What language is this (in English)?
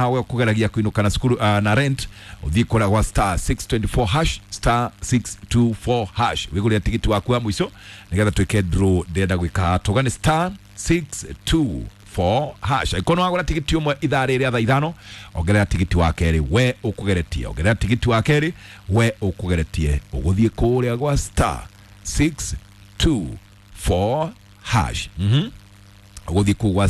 Kikuyu